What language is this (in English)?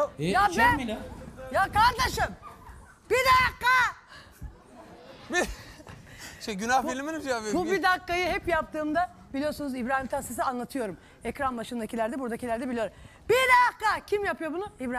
Turkish